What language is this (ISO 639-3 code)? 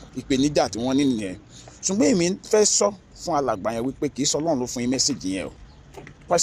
yor